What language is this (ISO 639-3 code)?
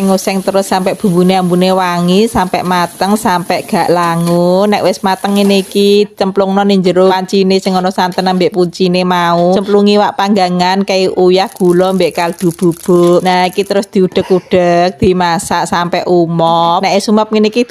jav